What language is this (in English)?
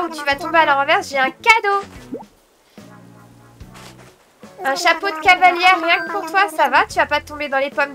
French